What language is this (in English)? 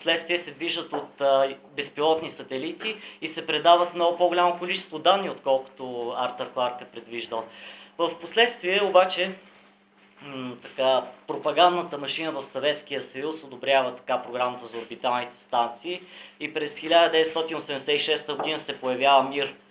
Bulgarian